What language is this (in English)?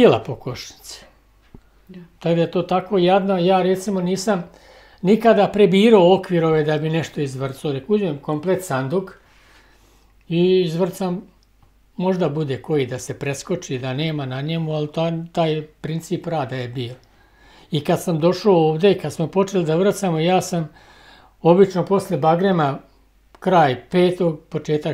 Bosnian